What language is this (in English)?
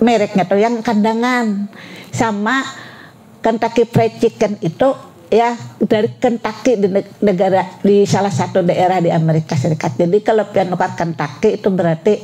Banjar